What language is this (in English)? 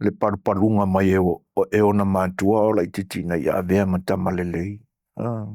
Samoan